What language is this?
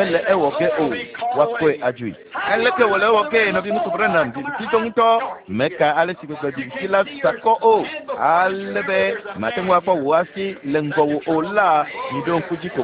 Ewe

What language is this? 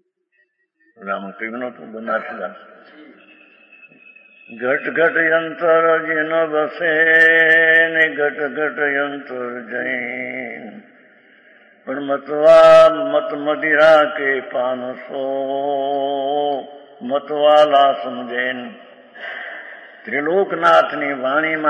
Gujarati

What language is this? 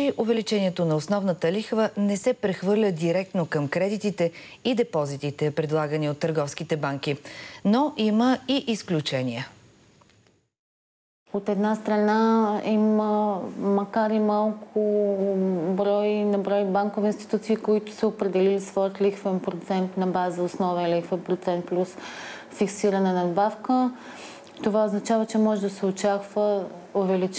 Bulgarian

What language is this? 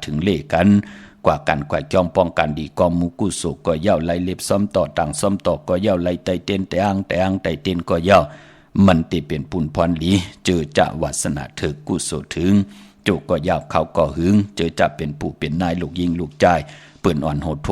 Shan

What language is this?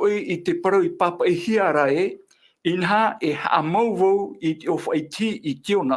Tahitian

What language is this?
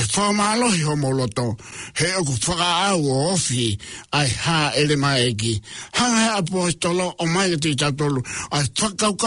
Tongan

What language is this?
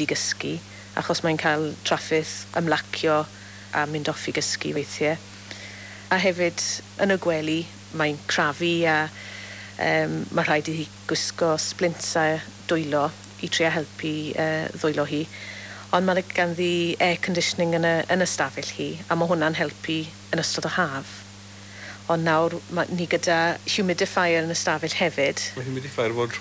Welsh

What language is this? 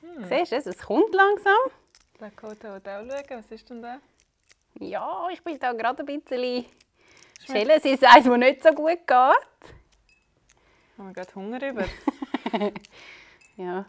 Swiss German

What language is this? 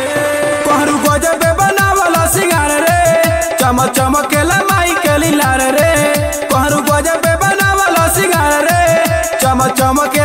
Bhojpuri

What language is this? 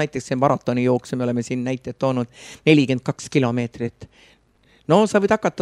Estonian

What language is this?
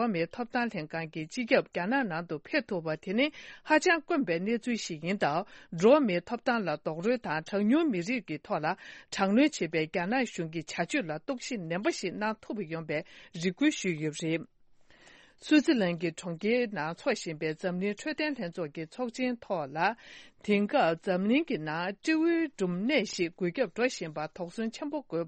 Tibetan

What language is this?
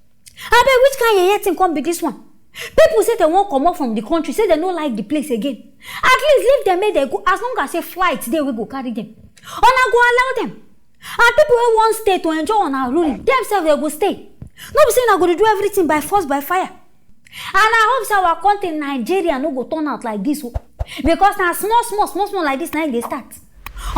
Nigerian Pidgin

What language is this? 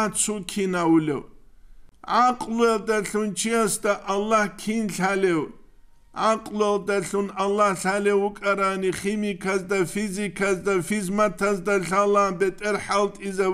Avaric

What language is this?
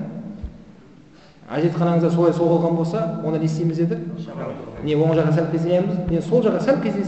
Kazakh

